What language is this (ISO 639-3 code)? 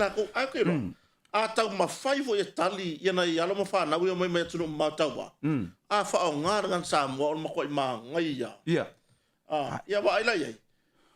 smo